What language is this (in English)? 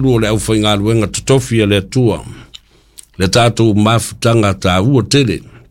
Samoan